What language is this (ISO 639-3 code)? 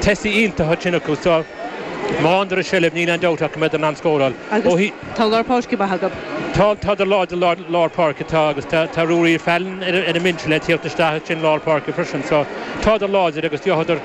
gle